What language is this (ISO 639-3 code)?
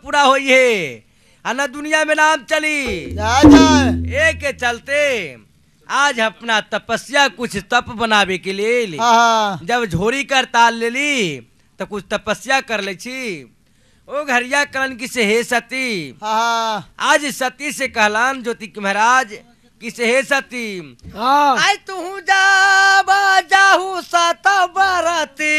bho